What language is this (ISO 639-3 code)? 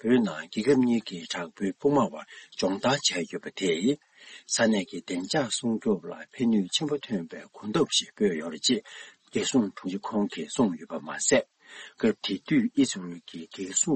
bod